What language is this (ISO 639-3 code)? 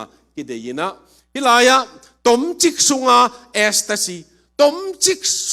ctd